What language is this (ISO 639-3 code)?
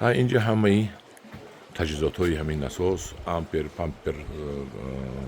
tgk